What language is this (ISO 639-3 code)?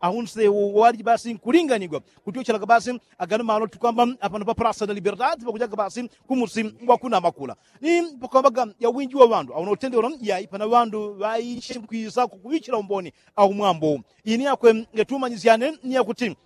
yao